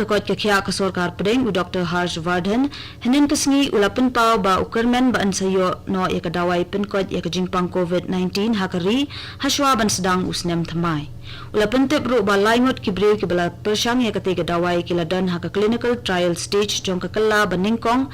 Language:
Khasi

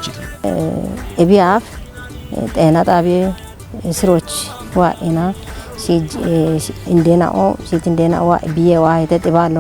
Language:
Kafa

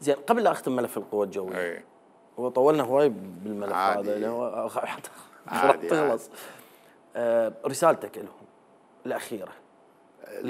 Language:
Mesopotamian Arabic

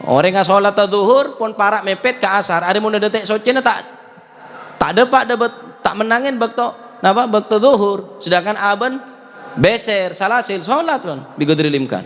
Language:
Madurese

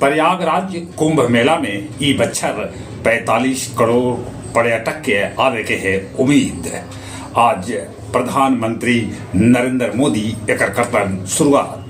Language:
Magahi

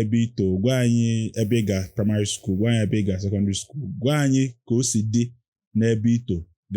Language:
Igbo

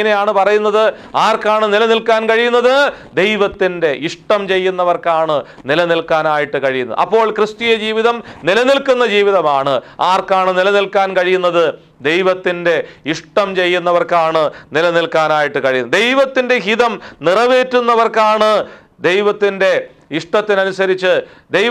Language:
Malayalam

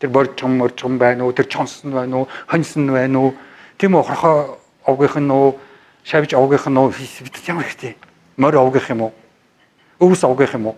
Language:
Mongolian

